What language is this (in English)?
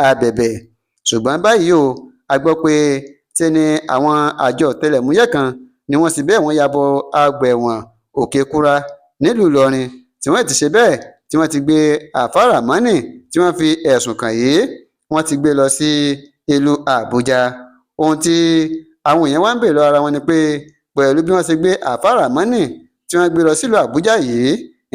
Yoruba